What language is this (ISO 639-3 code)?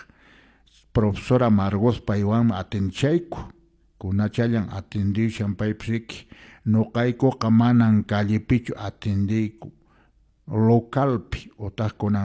que